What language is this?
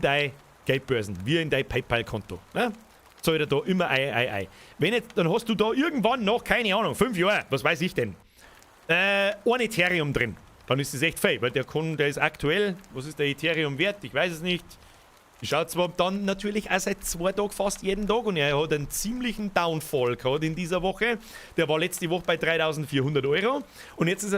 Bavarian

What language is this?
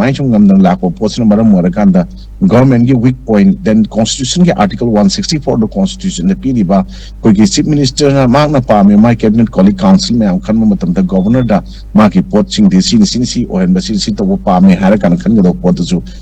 Manipuri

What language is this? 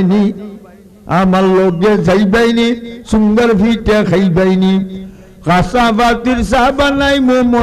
Sylheti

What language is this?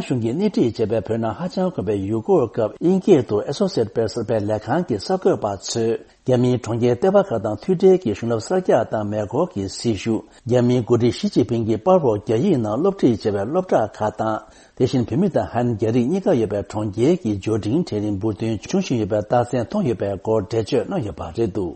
Tibetan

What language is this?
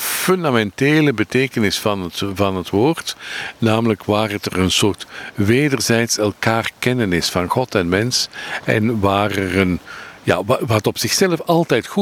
Dutch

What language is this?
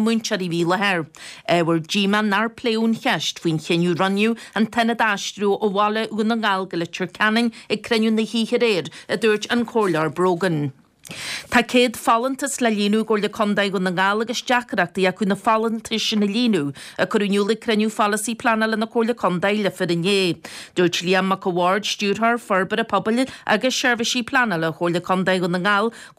Irish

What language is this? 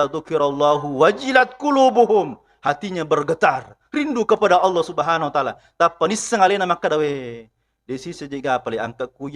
Buginese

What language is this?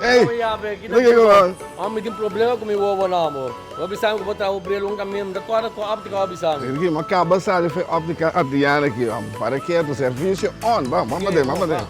Papiamento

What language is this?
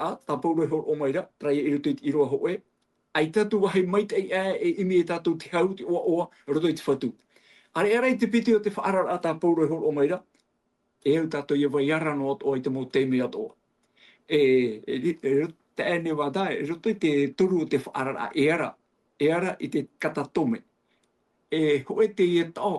Tahitian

